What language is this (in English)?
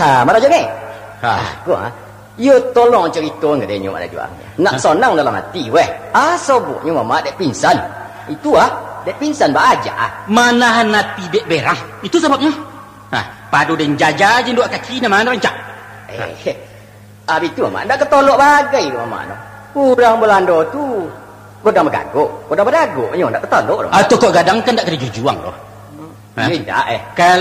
Minangkabau